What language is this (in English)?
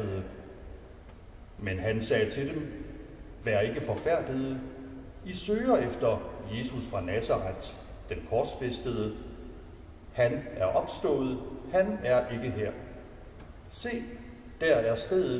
Danish